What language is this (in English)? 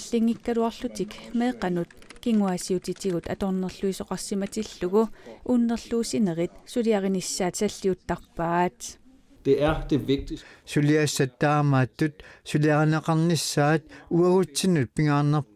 Kalaallisut